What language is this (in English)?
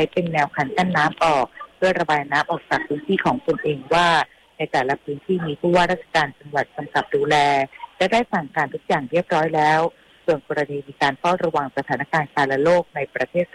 Thai